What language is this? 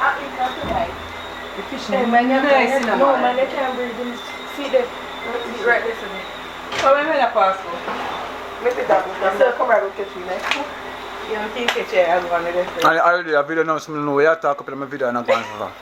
Jamaican Creole English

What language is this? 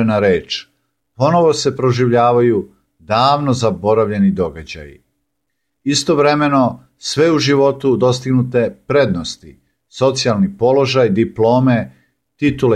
Serbian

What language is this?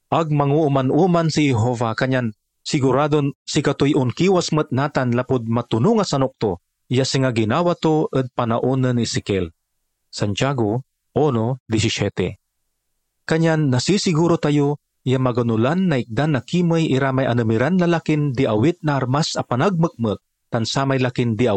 Pangasinan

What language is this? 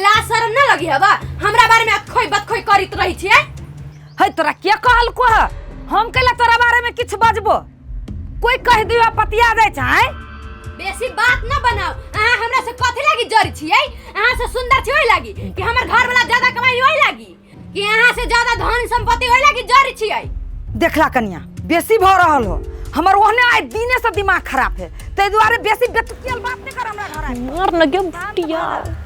Maithili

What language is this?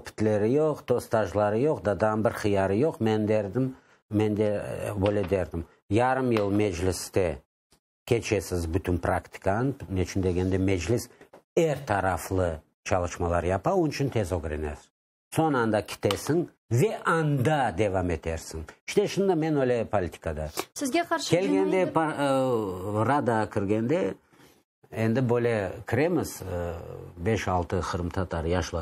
Crimean Tatar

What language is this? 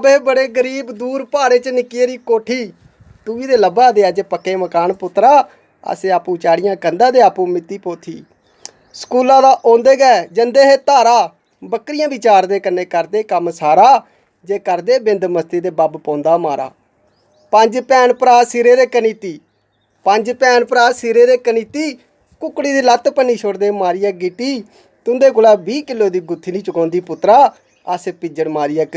Dogri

